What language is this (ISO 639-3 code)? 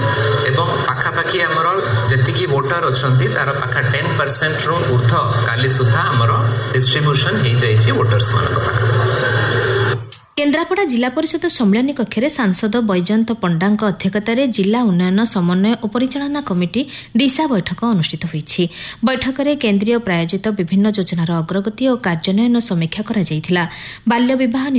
ori